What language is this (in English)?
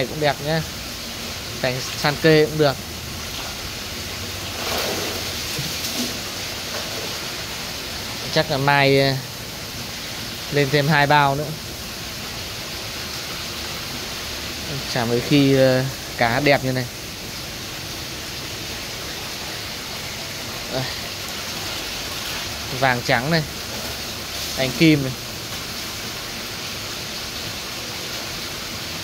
Vietnamese